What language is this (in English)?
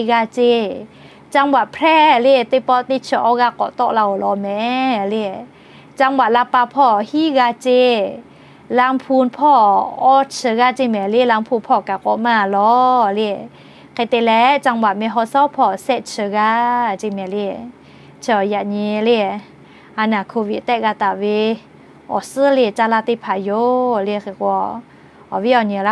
Lahu